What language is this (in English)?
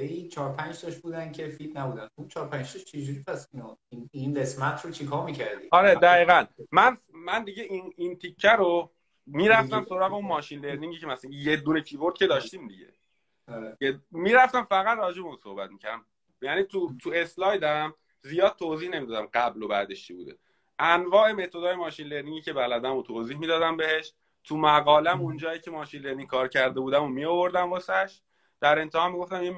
Persian